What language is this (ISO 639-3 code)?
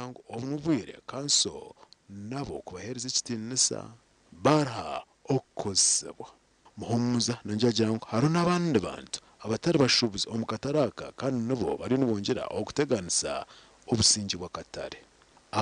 nyn